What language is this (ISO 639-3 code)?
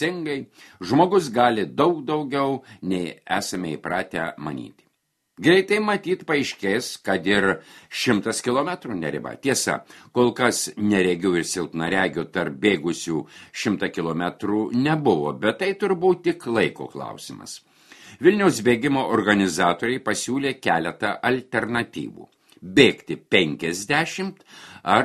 lit